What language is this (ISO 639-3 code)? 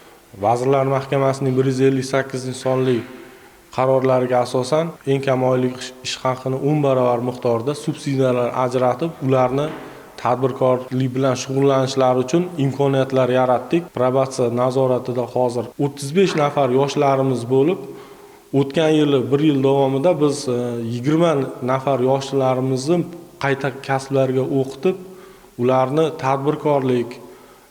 uzb